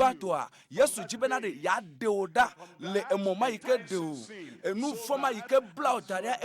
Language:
Ewe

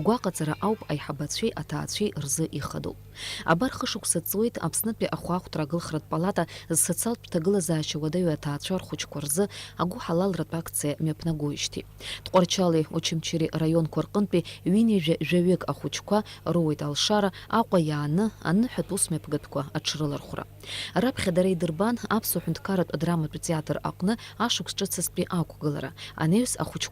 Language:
Abkhazian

